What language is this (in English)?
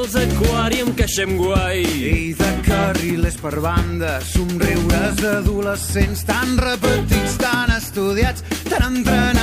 Catalan